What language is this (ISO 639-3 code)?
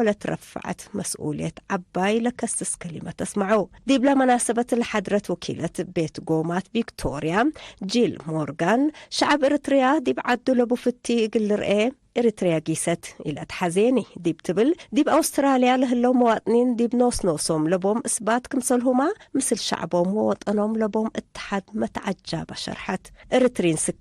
tig